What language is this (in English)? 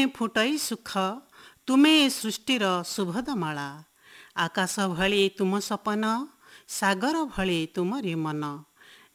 Odia